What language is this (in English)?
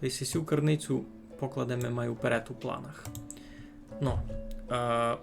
Rusyn